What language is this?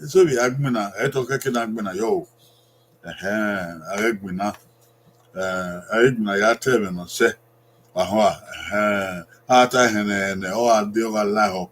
Bini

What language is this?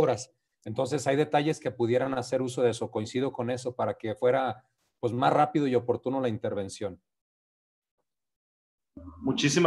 Spanish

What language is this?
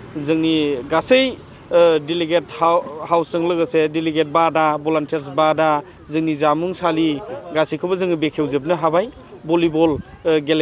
Bodo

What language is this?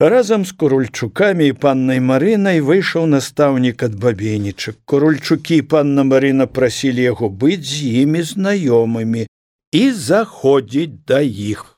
Belarusian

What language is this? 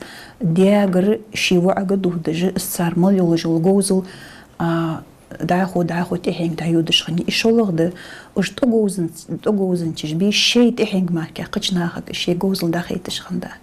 Ingush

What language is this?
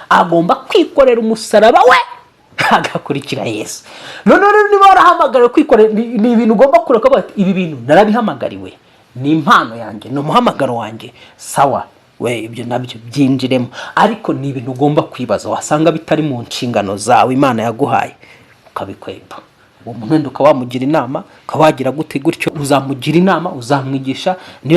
Kinyarwanda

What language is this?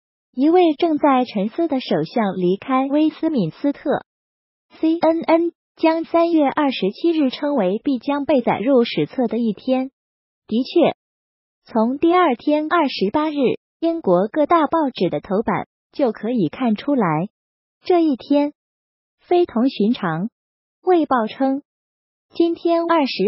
Chinese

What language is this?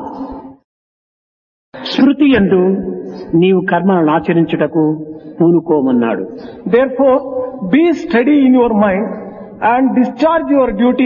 Telugu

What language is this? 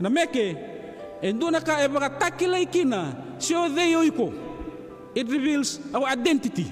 Fijian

